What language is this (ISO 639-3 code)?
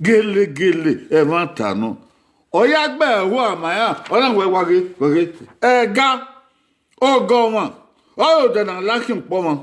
bin